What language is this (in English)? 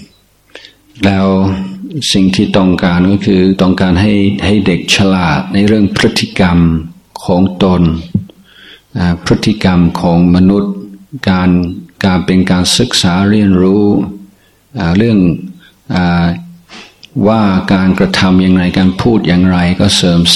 Thai